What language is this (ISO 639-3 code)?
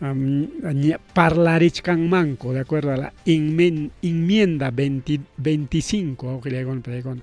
quy